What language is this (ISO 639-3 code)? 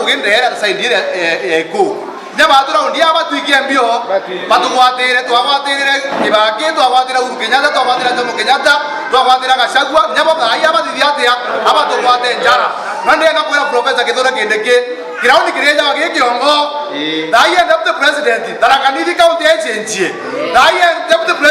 mer